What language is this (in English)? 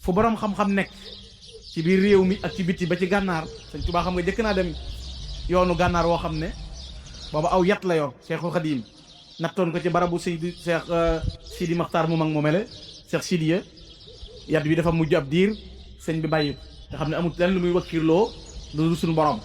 Wolof